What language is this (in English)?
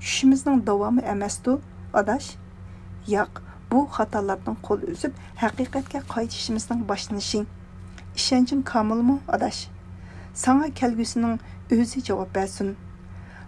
Uyghur